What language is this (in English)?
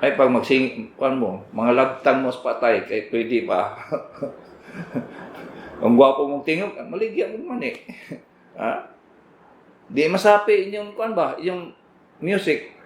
Cebuano